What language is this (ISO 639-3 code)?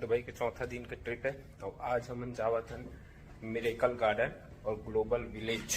hne